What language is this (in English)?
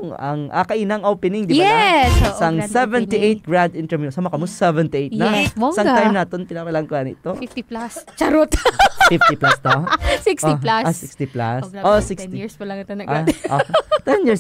Hiligaynon